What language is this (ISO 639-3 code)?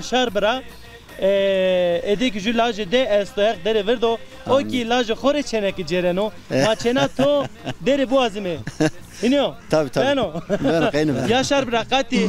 zza